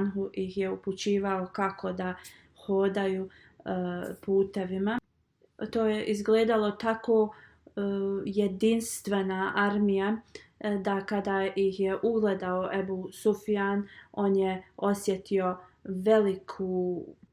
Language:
Bosnian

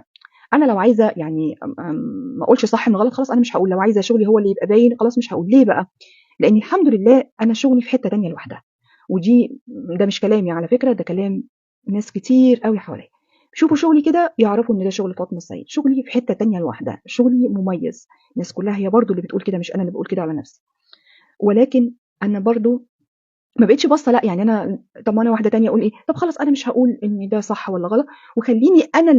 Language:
Egyptian Arabic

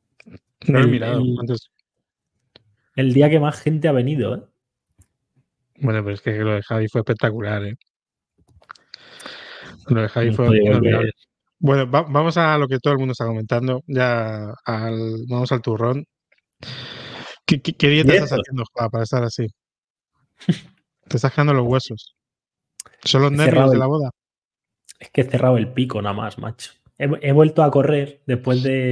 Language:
Spanish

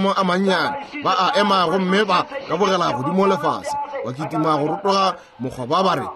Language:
Northern Sotho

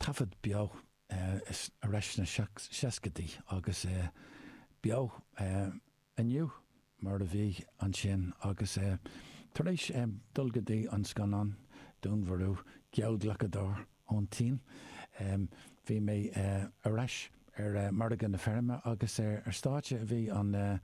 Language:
Irish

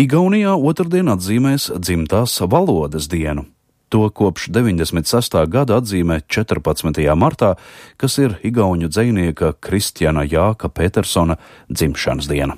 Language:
Latvian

